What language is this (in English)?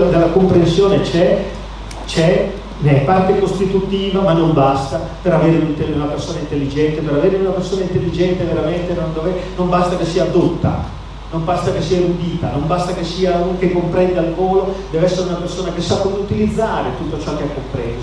Italian